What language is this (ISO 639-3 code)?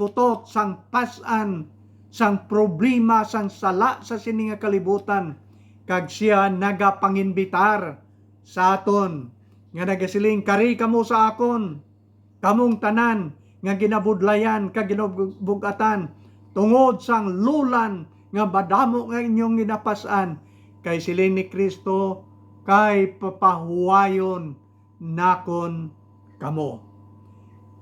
hil